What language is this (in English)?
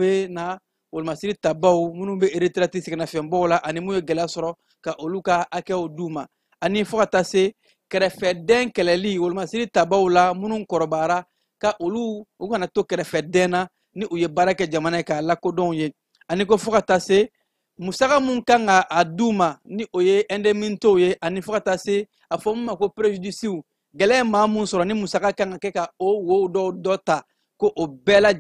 Bambara